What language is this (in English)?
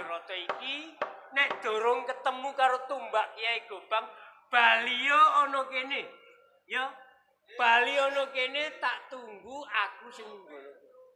Javanese